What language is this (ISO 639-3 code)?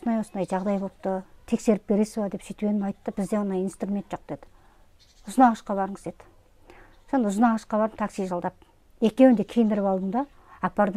kaz